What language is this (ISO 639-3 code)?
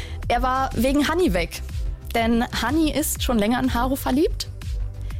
deu